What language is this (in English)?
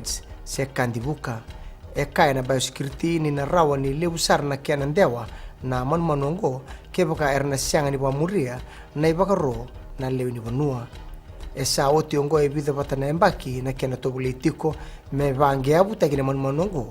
Fijian